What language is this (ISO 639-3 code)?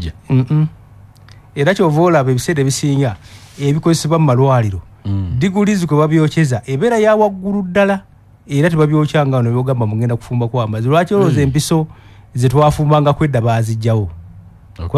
lug